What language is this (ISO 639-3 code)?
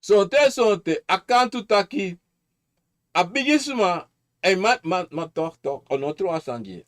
srn